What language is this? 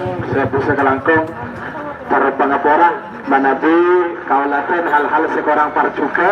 Madurese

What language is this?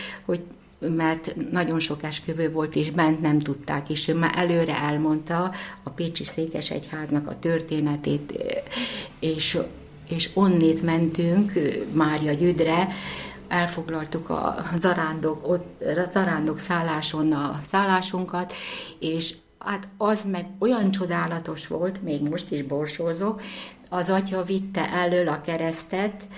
Hungarian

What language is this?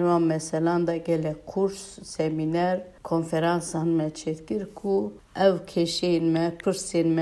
Kurdish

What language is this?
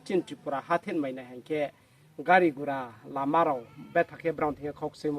Riang (India)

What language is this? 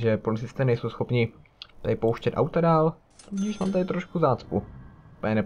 Czech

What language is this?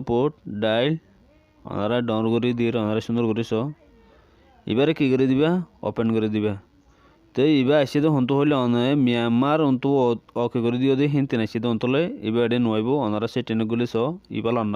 Rohingya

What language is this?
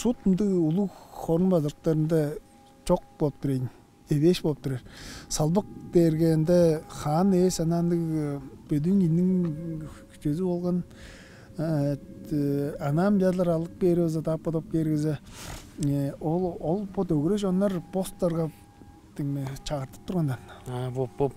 Tuvinian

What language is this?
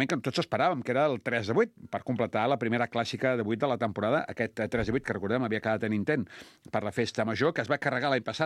Catalan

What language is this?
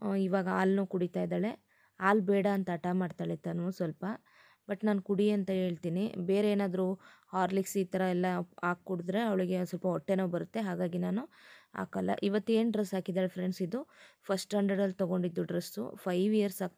Kannada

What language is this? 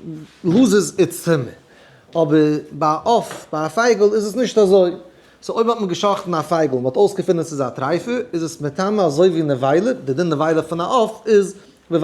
Yiddish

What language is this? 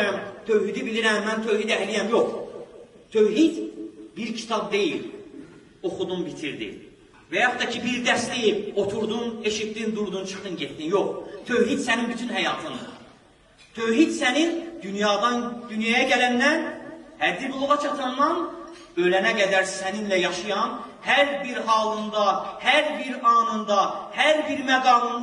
Azerbaijani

